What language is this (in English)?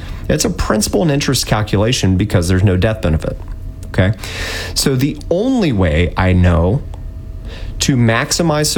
English